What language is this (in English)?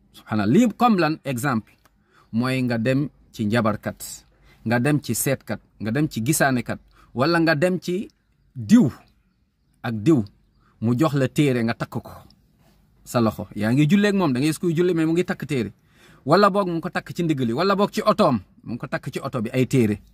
Wolof